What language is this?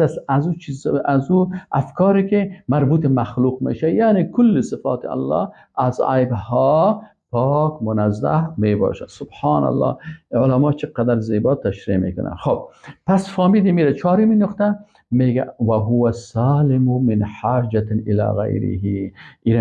Persian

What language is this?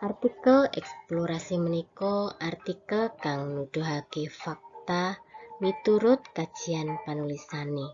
Javanese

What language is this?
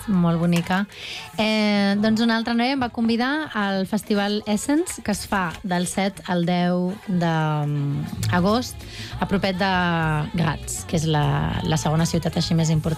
Catalan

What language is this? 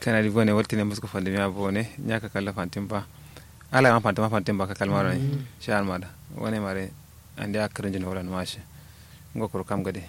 Kanuri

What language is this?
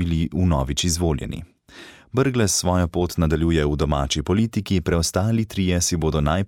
Slovenian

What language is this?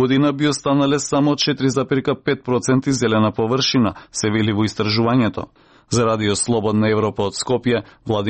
Macedonian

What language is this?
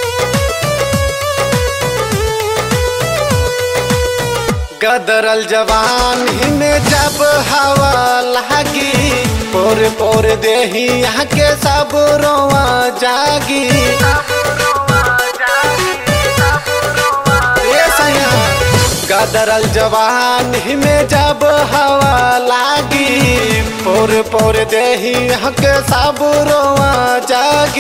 Bhojpuri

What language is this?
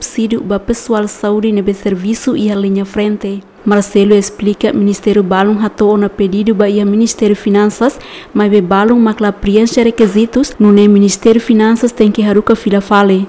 Tetum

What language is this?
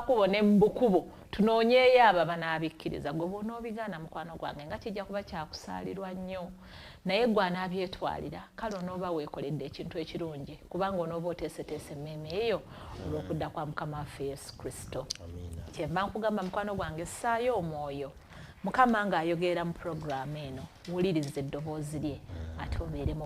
Ganda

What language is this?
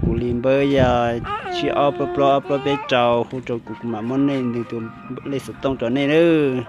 Hmong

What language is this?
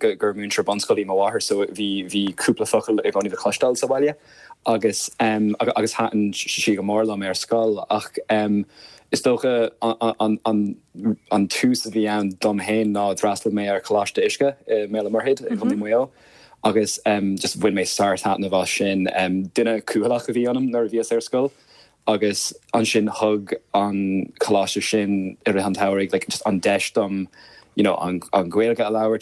Irish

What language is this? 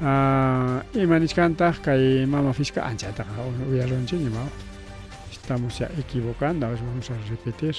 Ayacucho Quechua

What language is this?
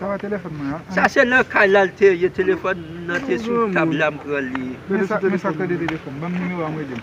Haitian Creole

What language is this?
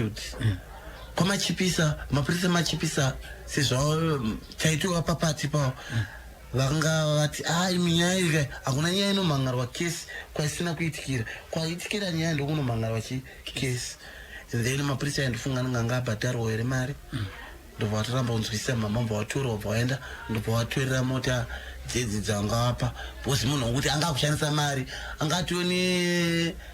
Shona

